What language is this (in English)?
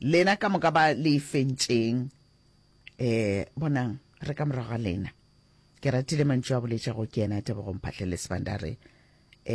Northern Sotho